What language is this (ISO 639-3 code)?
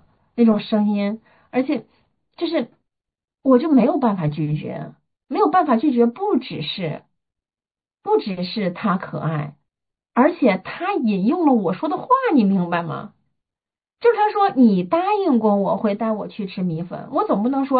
zho